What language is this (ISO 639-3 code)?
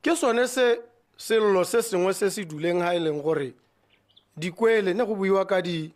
tsn